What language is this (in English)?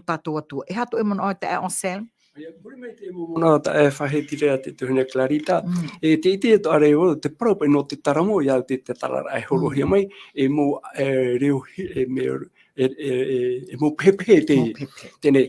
Tahitian